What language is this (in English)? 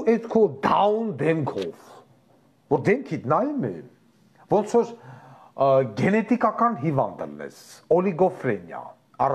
Armenian